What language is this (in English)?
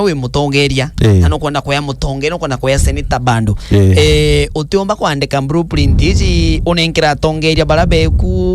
Meru